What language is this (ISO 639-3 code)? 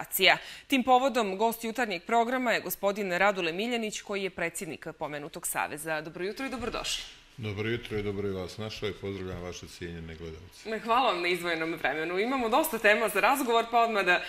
srp